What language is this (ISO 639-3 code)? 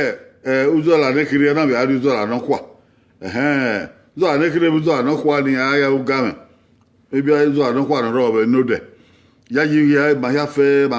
bin